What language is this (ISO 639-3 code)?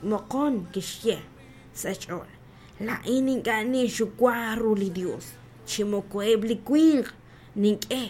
kek